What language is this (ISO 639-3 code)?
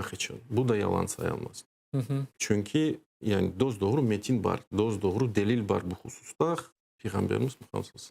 crh